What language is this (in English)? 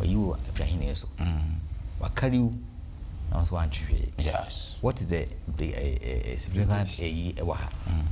Akan